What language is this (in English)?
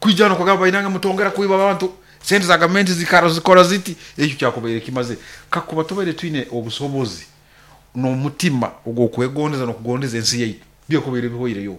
Nyoro